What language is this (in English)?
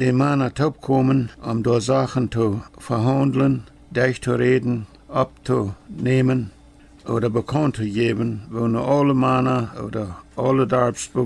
Plautdietsch